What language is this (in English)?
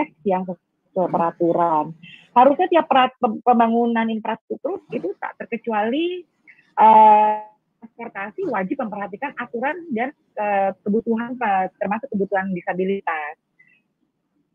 Indonesian